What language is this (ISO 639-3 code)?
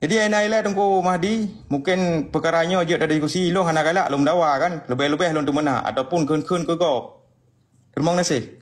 ace